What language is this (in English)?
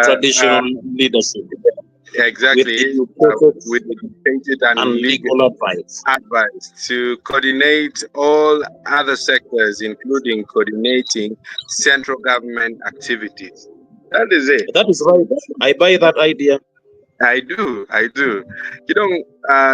Acoli